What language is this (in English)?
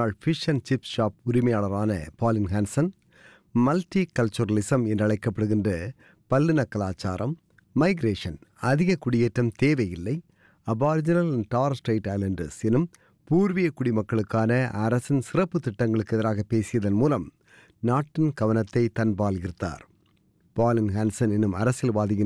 Tamil